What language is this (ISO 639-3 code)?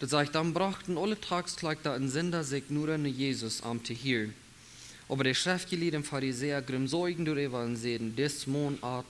pdt